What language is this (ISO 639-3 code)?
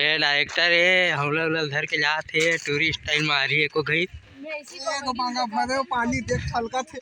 hne